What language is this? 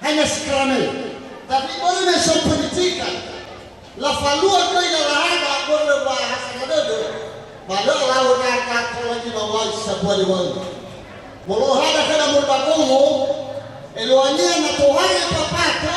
Nias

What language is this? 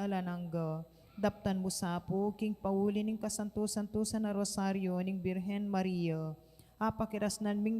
Pampanga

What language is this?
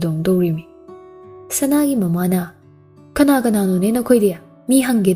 Manipuri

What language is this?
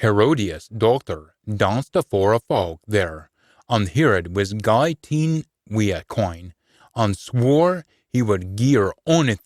Scots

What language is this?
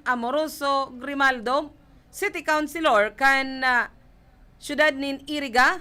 Bikol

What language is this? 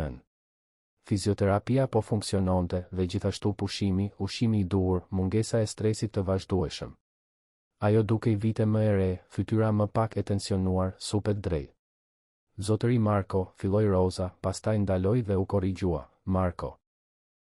Albanian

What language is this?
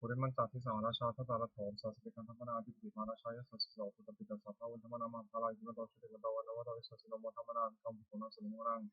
Pali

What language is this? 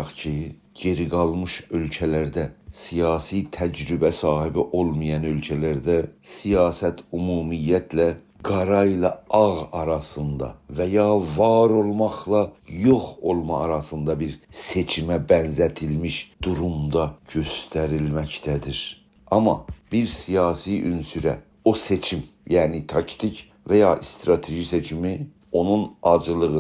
South Azerbaijani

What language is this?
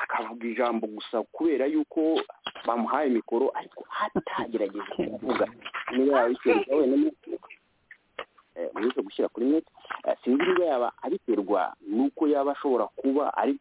Kinyarwanda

